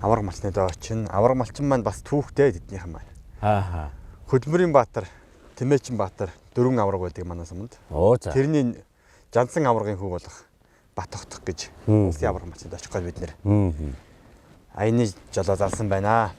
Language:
Mongolian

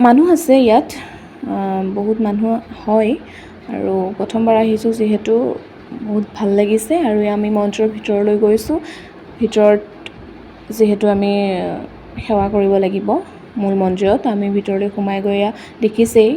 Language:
Assamese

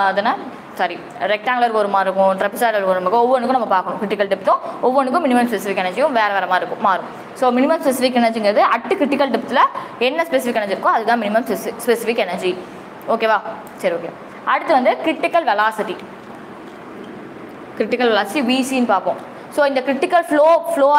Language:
Tamil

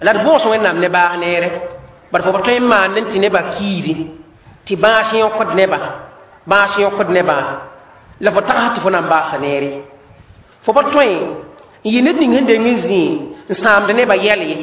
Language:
Mossi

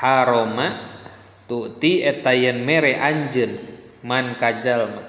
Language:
Sundanese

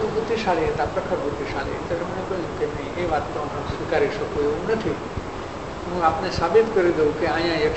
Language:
Gujarati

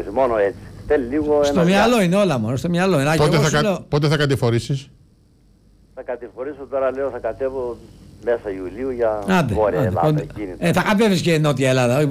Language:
Greek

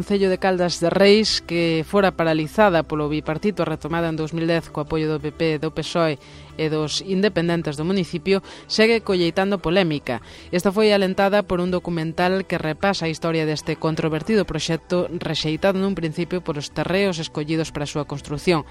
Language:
Galician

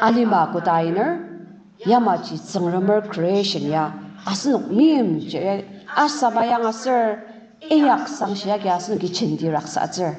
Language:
Ao Naga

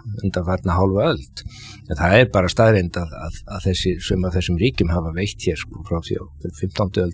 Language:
Icelandic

